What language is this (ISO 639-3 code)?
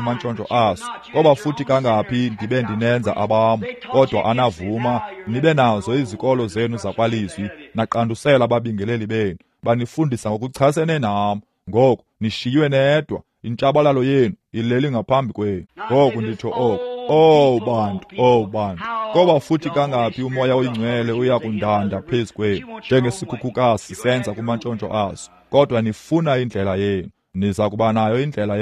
xho